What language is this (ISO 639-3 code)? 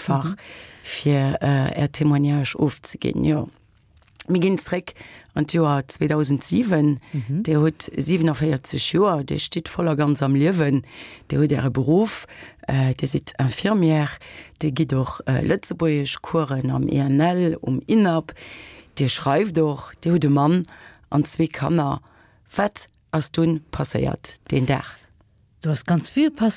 ltz